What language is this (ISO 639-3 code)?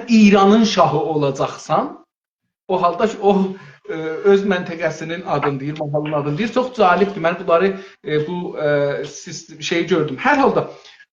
azb